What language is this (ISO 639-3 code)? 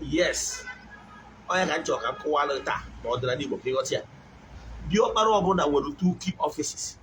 ibo